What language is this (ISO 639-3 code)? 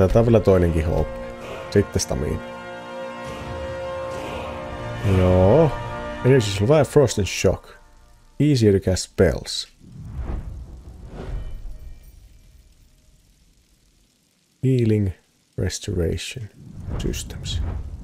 fin